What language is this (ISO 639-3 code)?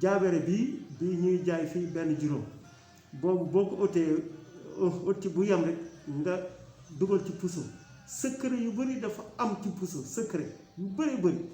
wol